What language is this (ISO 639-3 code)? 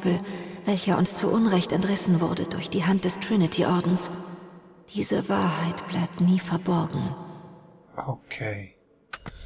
gsw